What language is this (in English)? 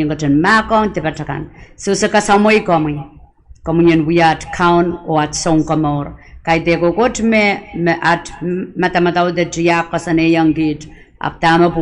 Pohnpeian